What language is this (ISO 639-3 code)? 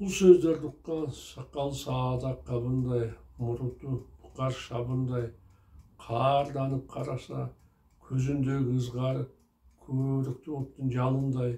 kir